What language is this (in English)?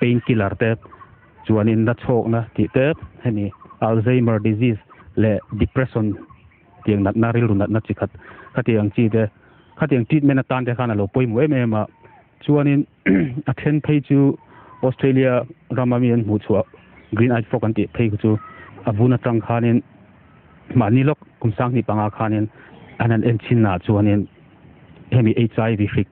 Mizo